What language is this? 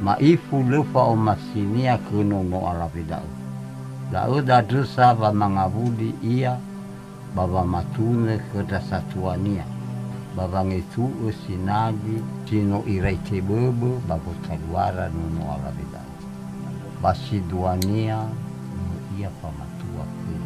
Nias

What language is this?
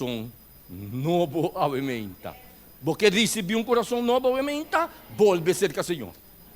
Papiamento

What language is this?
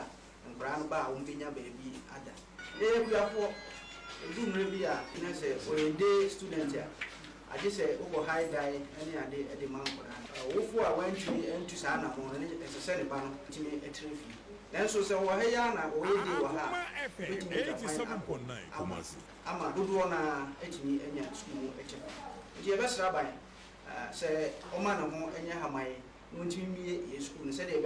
Akan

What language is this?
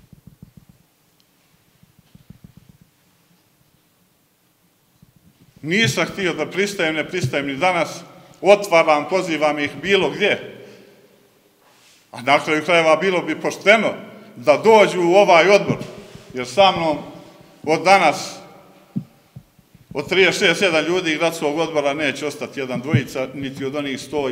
Serbian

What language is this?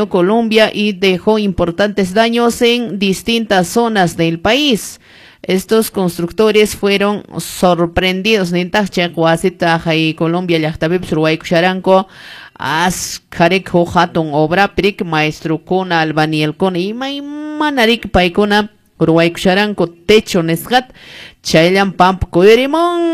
Quechua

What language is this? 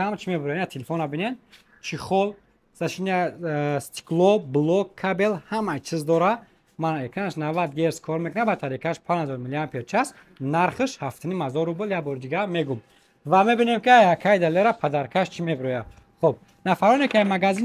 Tajik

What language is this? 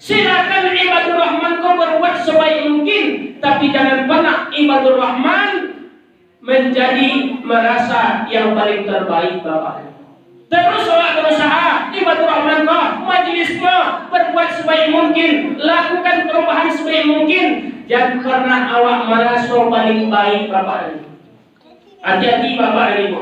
Minangkabau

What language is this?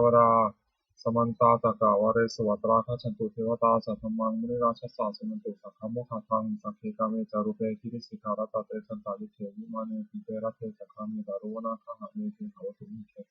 Pali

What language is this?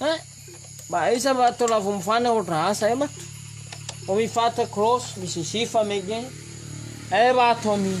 Nias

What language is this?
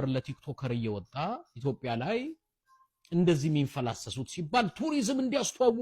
Amharic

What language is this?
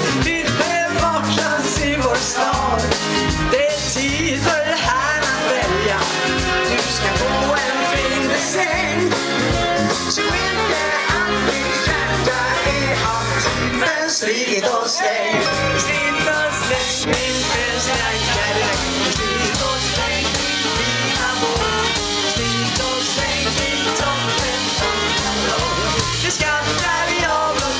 Swedish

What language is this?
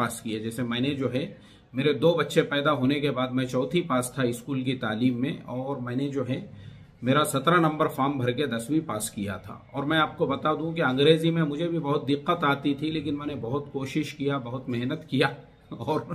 Hindi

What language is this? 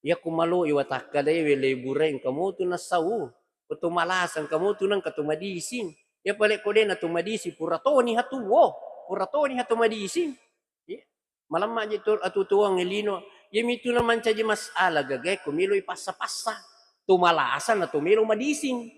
Buginese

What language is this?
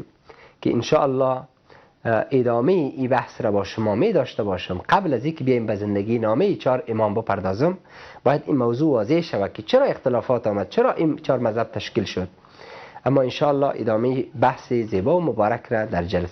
Persian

